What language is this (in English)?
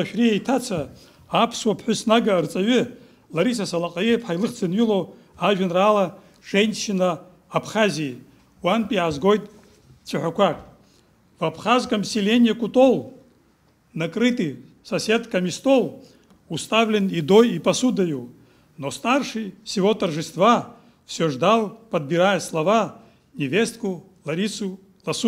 Abkhazian